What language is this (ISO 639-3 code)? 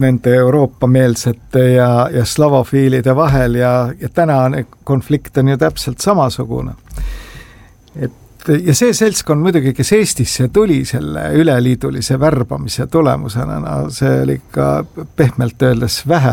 est